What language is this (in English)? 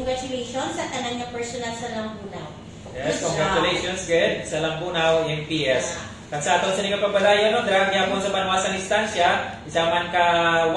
Hiligaynon